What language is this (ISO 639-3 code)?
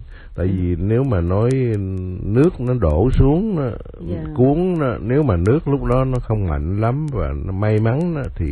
vie